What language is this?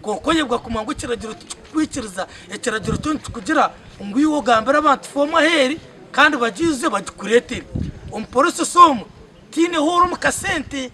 Nyankole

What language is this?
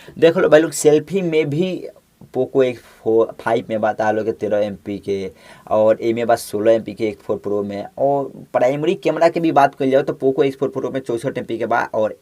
Bhojpuri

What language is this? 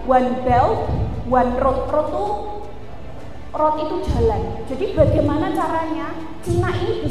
Indonesian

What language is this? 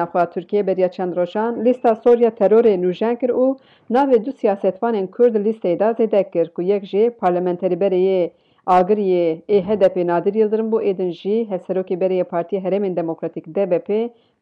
Kurdish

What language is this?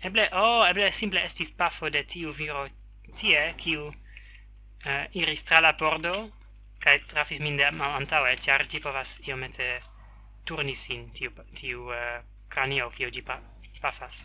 Esperanto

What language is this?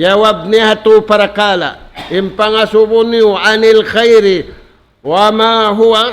Tausug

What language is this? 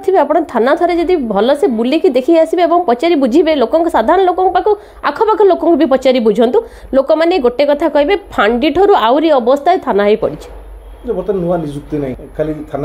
Odia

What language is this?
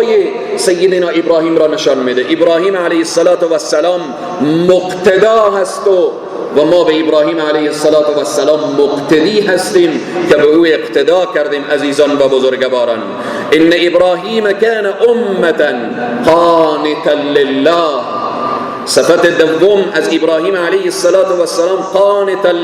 Persian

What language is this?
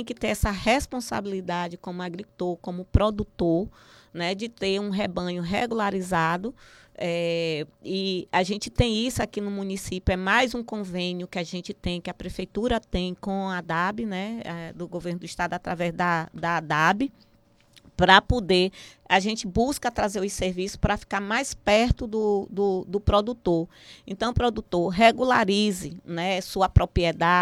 Portuguese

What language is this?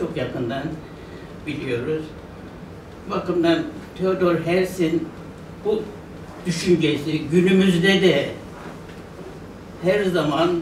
Turkish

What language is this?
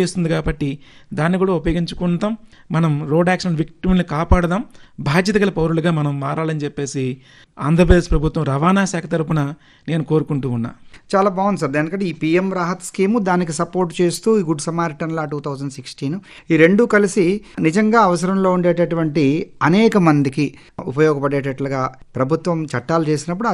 Telugu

